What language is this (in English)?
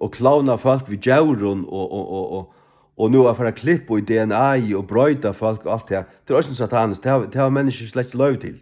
Faroese